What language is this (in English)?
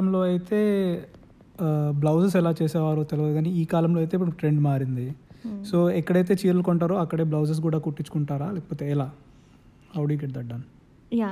Telugu